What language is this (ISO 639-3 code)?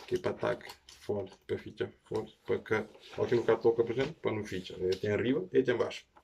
kea